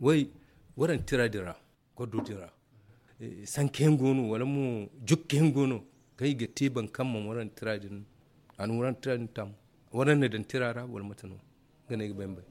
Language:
Zarma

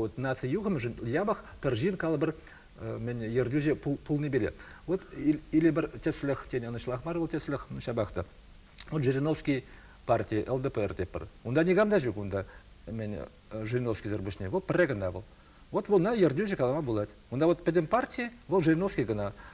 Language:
Chuvash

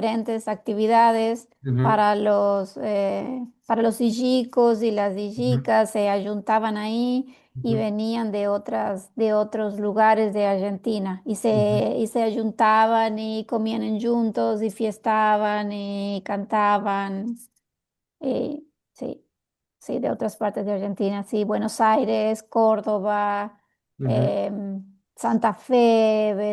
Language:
Ladino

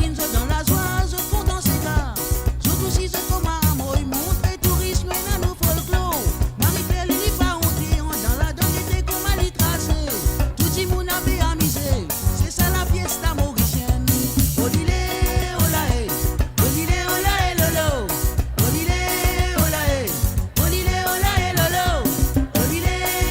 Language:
Morisyen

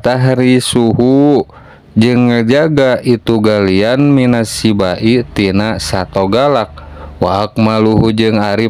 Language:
Sundanese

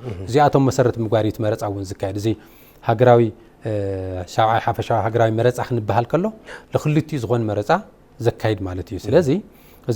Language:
Tigrinya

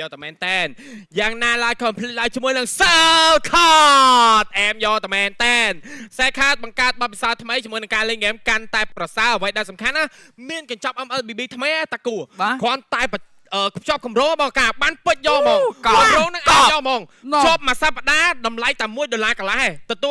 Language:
Khmer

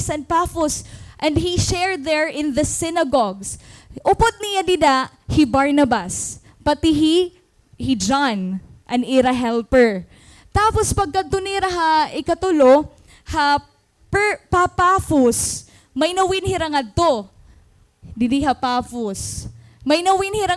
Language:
Waray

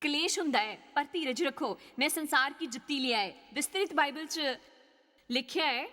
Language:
Dogri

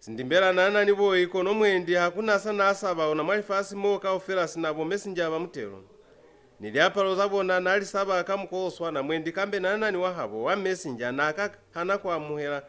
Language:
Lozi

